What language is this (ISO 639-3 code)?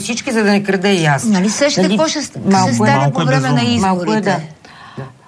bul